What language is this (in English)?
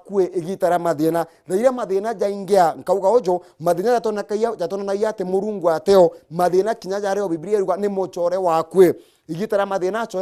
Meru